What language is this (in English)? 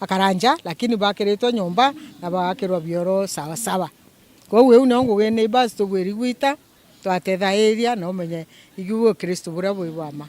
Meru